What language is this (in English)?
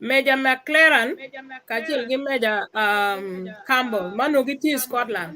Acoli